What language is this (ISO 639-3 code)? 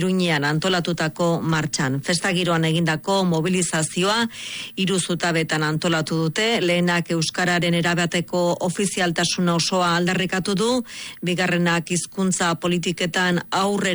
eus